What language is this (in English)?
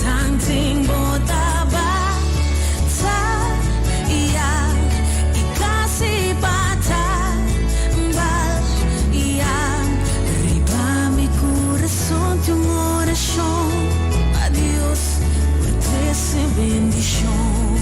Papiamento